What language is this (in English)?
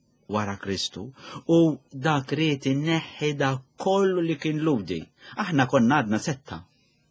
Maltese